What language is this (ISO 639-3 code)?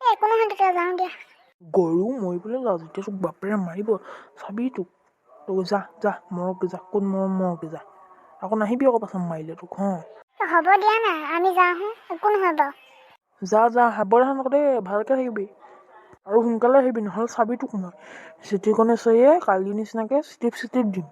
asm